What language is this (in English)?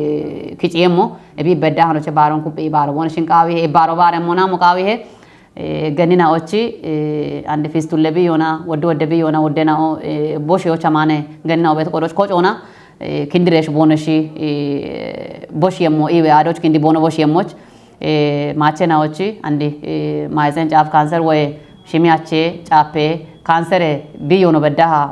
Kafa